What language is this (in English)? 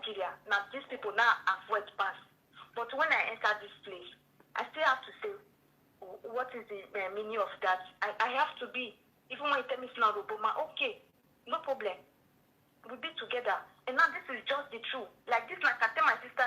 Nigerian Pidgin